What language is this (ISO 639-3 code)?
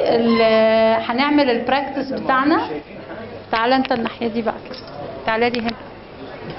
arz